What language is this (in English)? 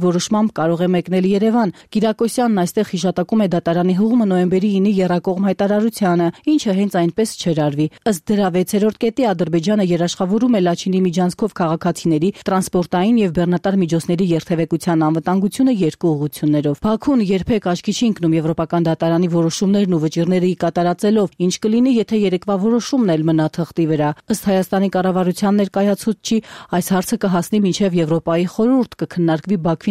Armenian